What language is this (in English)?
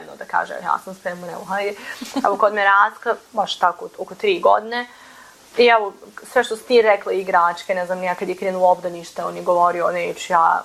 Bosnian